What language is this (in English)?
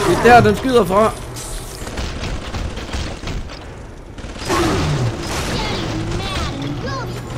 Danish